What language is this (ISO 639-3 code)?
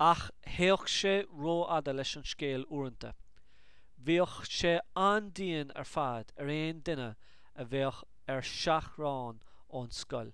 gle